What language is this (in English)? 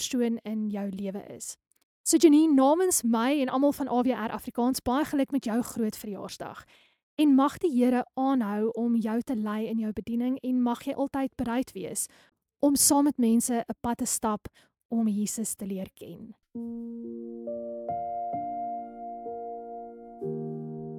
Afrikaans